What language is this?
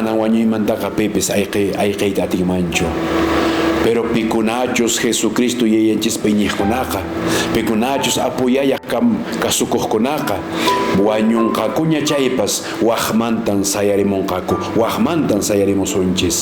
Quechua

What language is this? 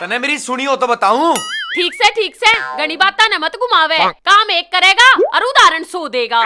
Haryanvi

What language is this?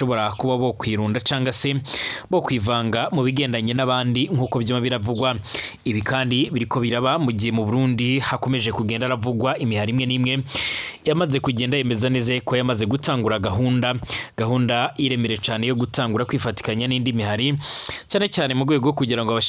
Rundi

